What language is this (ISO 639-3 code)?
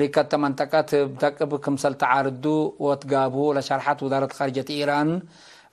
tig